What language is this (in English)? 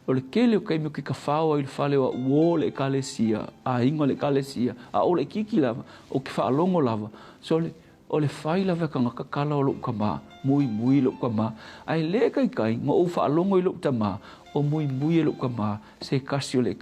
Samoan